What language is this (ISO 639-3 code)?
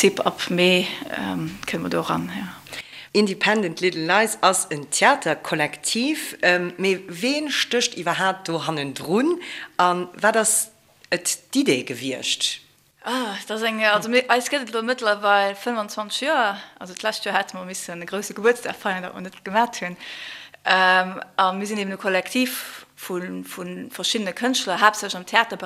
ltz